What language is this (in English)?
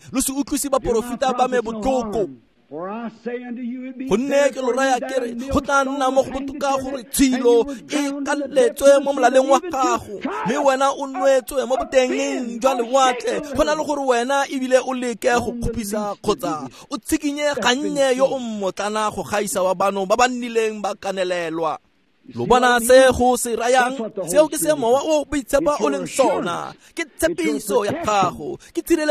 Tswana